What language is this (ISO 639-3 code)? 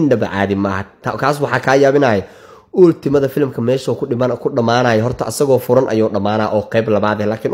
som